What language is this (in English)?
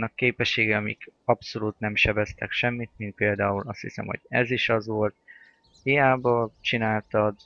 Hungarian